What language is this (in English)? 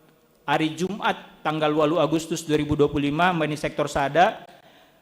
Batak Simalungun